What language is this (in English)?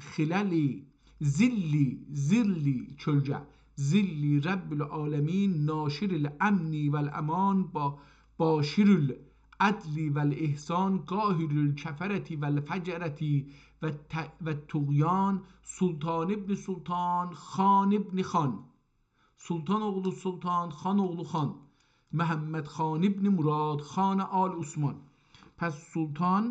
South Azerbaijani